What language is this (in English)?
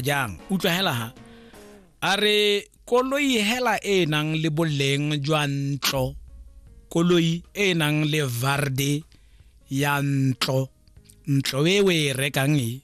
Tswana